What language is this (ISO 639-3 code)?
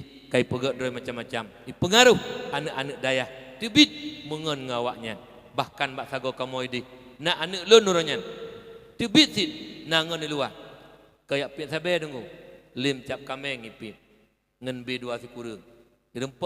ace